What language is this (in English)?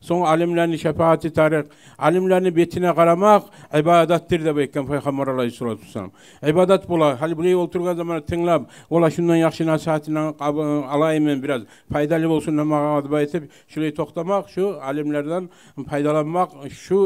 Kumyk